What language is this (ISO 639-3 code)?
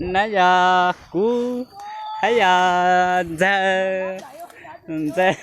hmn